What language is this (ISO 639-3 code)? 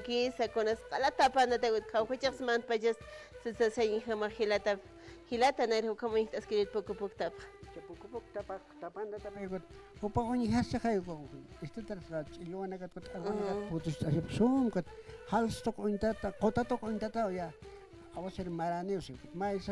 aym